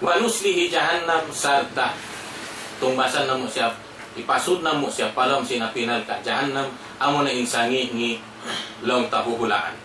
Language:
Tausug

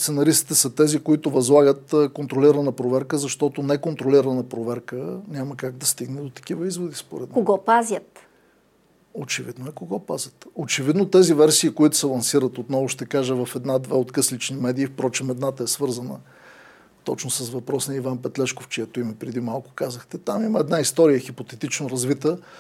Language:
Bulgarian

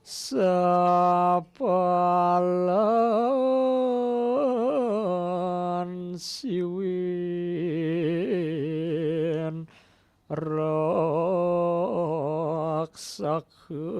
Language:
Balinese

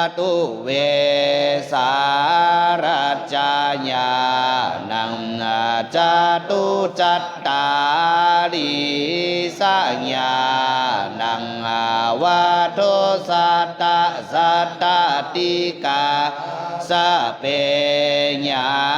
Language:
Pali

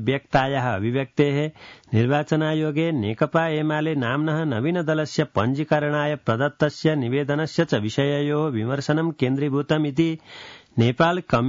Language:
Sanskrit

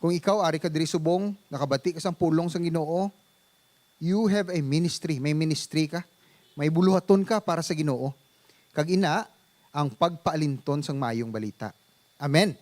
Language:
Hiligaynon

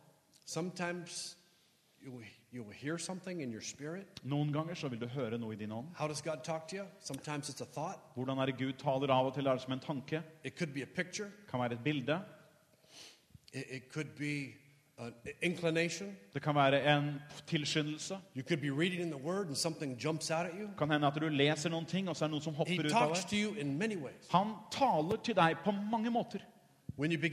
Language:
Norwegian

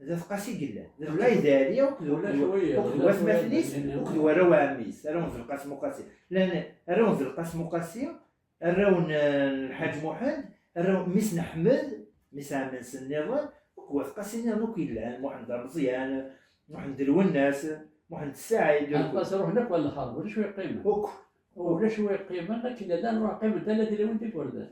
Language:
Kabyle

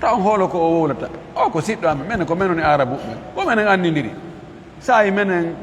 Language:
Fula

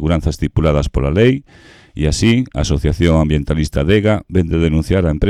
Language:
Galician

